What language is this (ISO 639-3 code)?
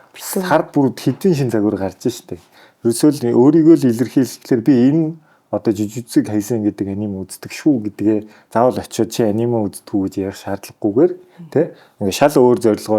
mon